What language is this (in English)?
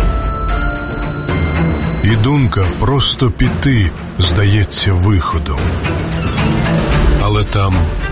Ukrainian